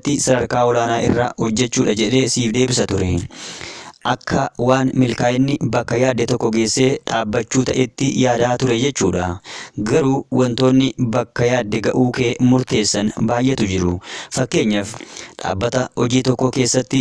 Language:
Oromo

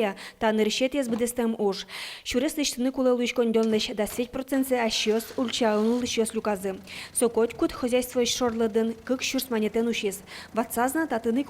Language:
Udmurt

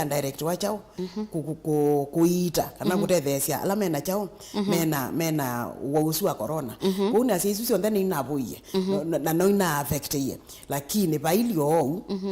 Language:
Kamba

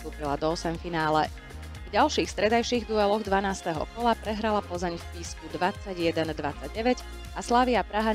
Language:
Slovak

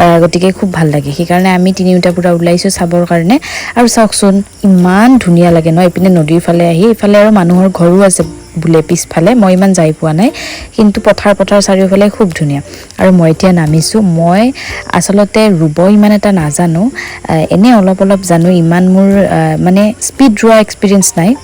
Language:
Assamese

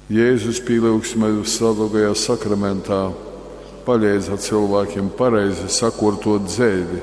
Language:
Latgalian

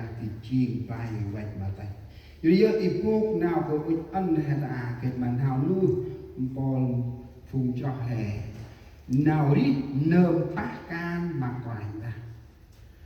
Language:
Central Mnong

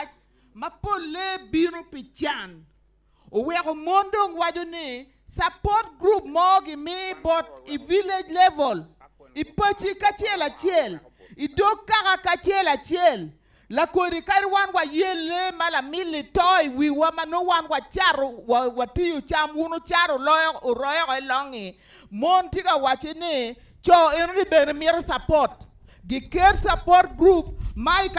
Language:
Acoli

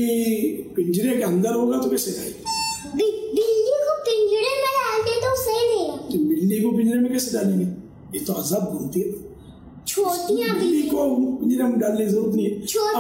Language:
Hindi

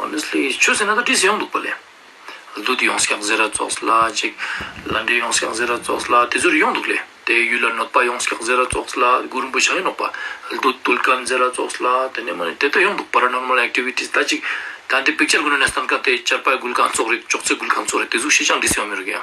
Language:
Ladakhi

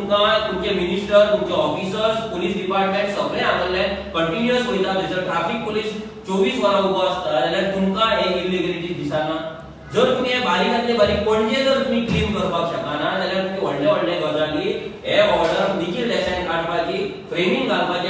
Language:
Konkani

